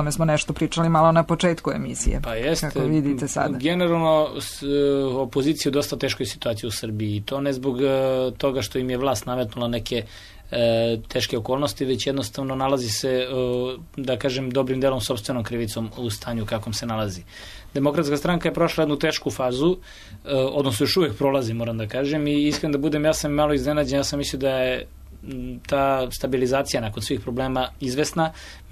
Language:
Serbian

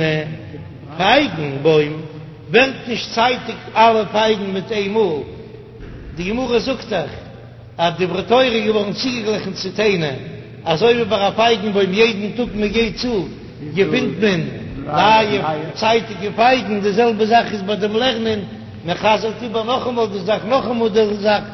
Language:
Yiddish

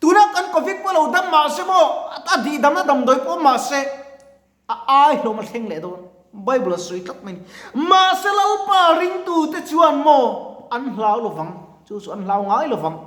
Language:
Mizo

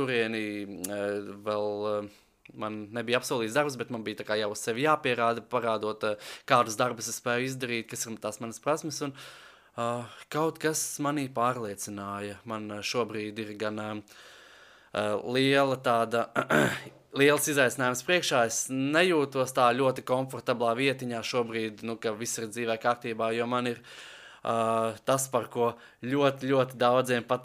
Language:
Latvian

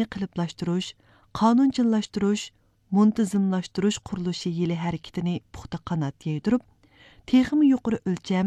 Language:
Uyghur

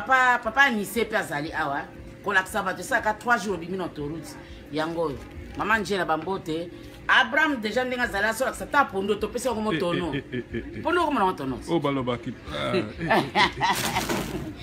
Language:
Lingala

